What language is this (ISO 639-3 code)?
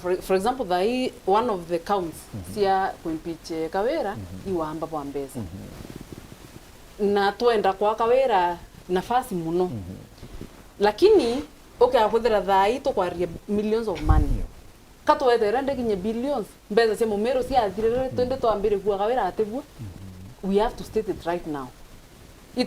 mer